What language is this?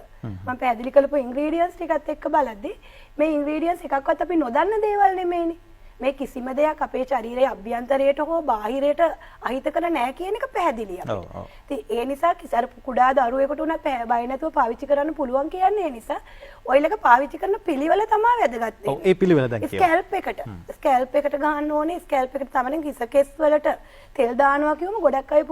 Sinhala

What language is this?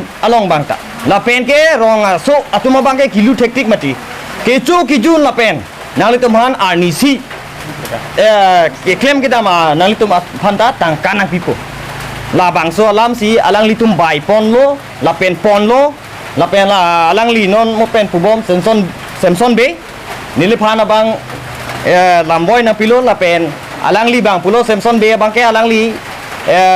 Karbi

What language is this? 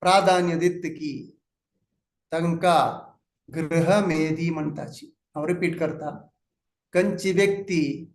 Konkani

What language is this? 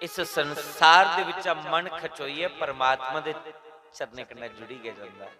Dogri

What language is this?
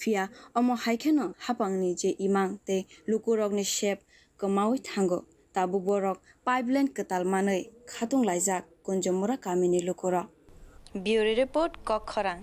Kok Borok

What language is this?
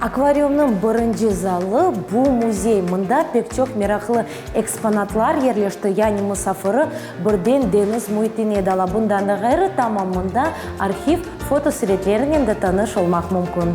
Crimean Tatar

